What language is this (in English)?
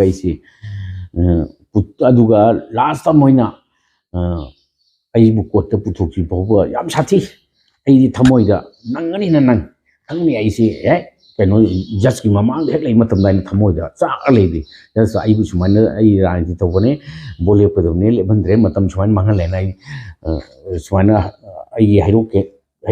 Manipuri